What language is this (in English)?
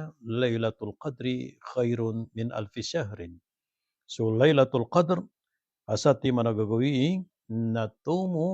Maranao